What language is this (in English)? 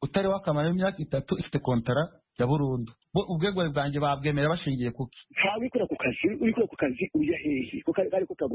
Kinyarwanda